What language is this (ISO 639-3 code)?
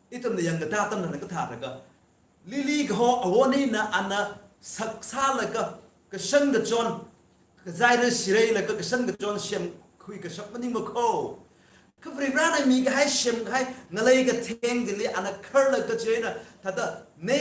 nmf